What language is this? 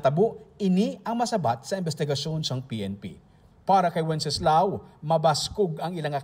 Hiligaynon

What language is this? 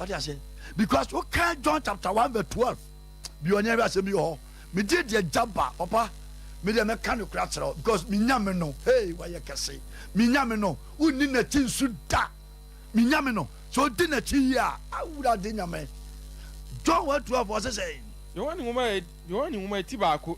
Akan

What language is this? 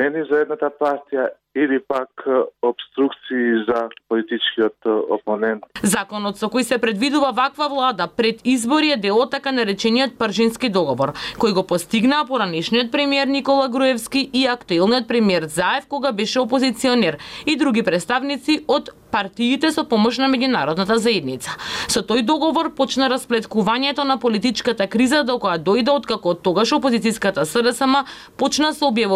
Macedonian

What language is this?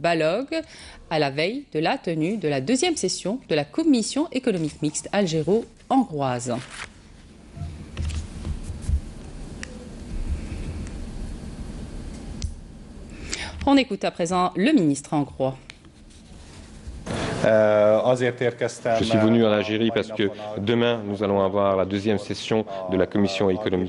French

